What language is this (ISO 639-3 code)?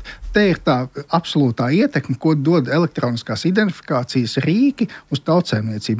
lav